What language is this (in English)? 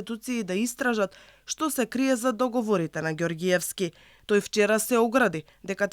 Macedonian